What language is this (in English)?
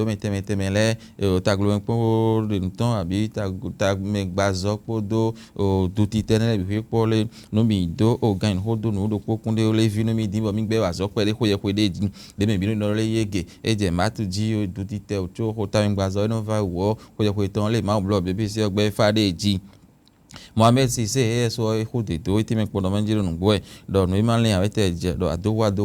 Fon